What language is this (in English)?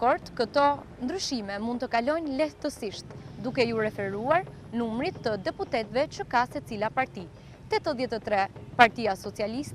Albanian